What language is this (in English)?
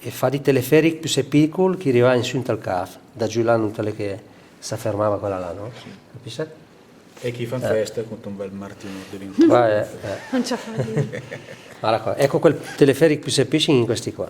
Lombard